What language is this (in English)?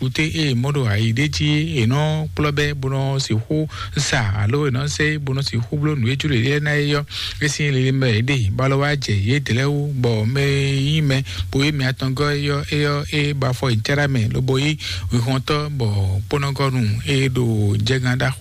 Fon